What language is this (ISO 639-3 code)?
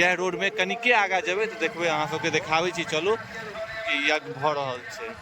mai